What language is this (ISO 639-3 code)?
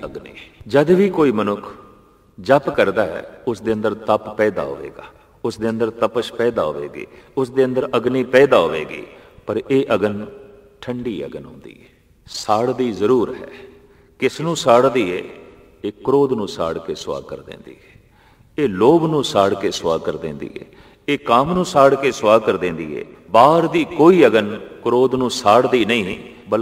pan